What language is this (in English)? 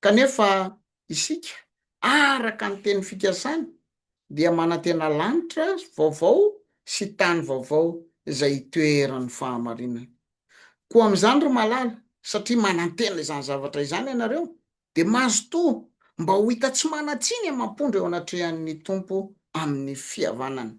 Malagasy